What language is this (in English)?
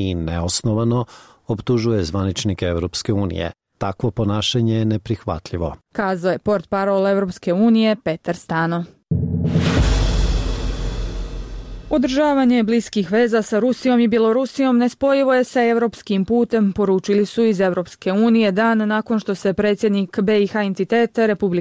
Bosnian